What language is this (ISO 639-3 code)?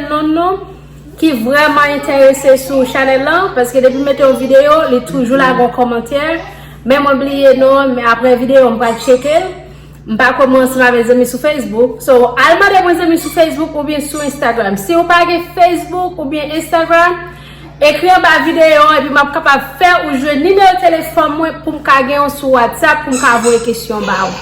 hat